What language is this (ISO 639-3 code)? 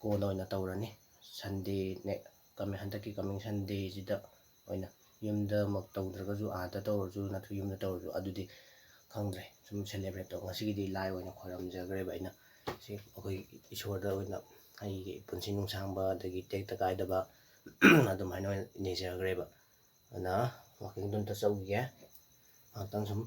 mni